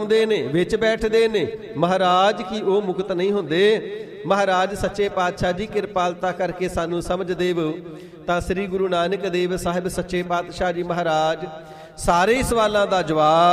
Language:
Punjabi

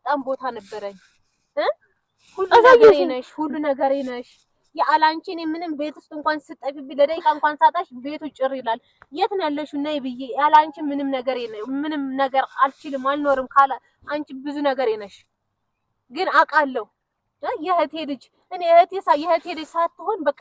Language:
Amharic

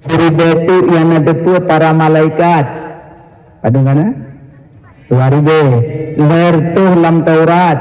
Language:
Achinese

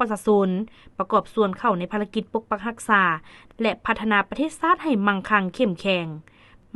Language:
Lao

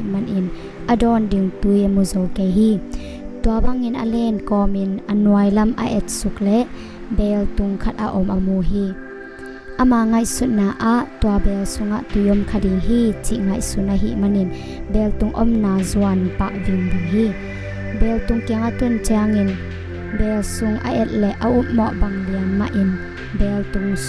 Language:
Tedim Chin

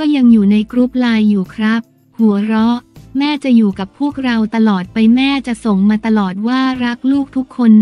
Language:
Thai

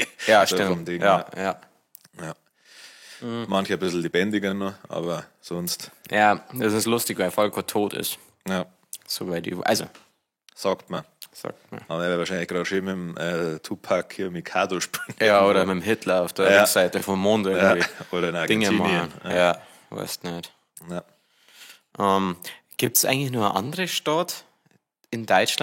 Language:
Bavarian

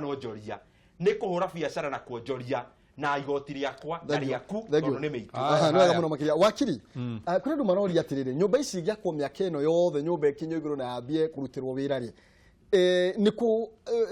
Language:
Kikuyu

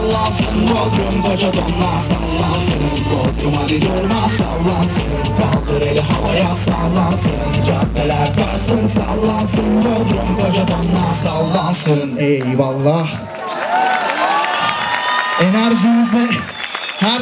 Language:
Turkish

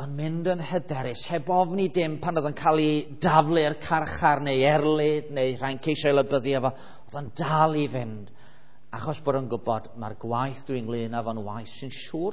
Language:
Welsh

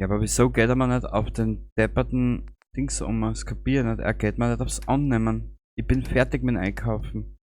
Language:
Bavarian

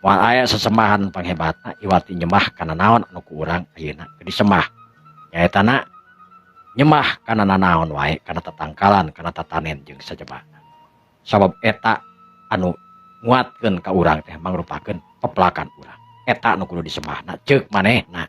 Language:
Sundanese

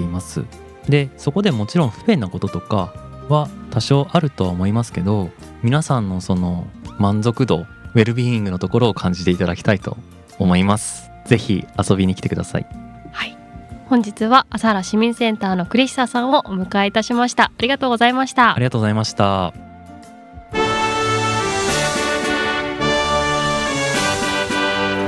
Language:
Japanese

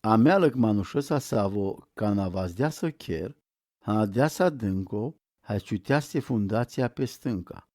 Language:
Romany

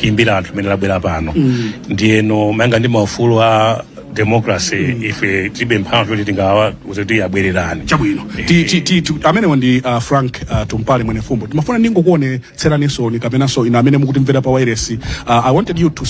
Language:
Nyanja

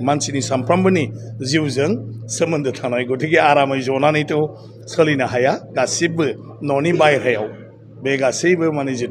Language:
Bodo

